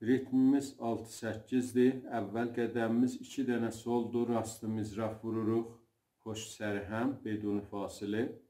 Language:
South Azerbaijani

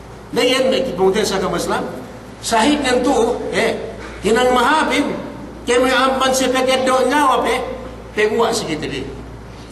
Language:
Yakan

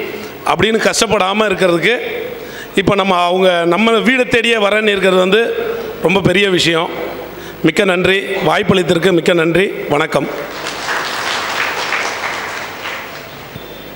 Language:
Tamil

